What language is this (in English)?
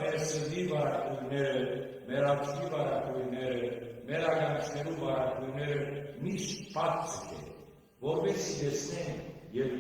Western Armenian